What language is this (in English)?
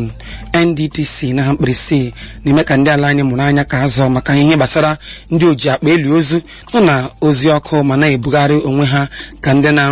Igbo